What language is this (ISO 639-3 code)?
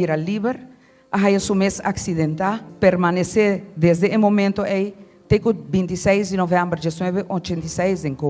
pap